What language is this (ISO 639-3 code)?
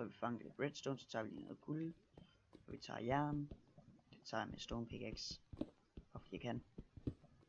dan